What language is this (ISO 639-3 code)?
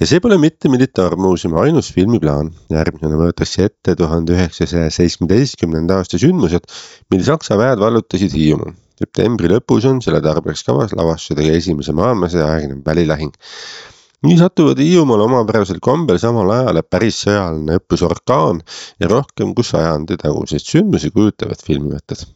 est